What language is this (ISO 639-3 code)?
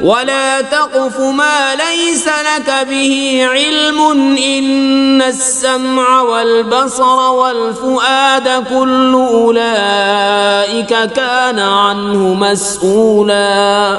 kas